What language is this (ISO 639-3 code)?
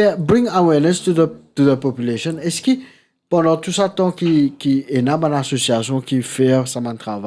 mfe